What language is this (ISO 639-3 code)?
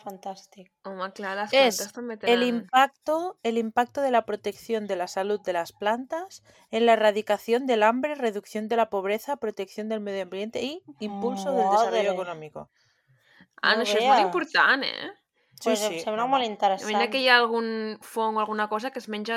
cat